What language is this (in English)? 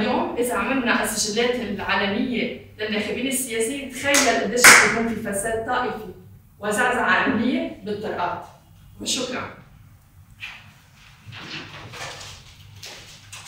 North Levantine Arabic